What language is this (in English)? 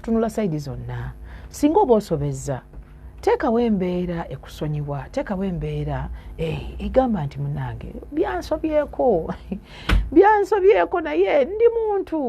Ganda